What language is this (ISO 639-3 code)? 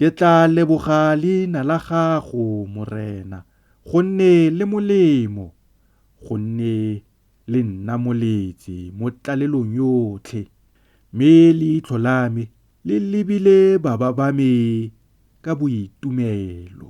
tsn